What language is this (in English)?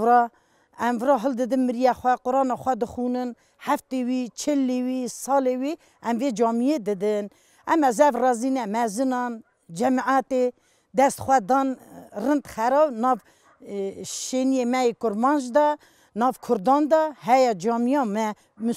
Kurdish